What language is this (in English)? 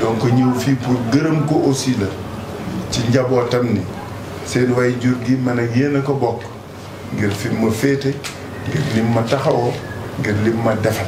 Wolof